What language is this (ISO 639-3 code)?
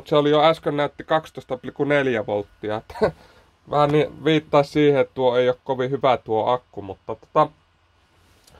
fin